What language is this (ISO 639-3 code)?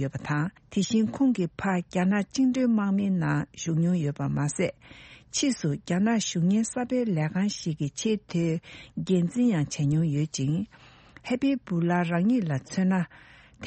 bod